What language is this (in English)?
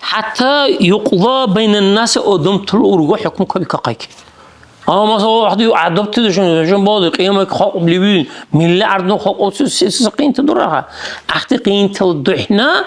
Dargwa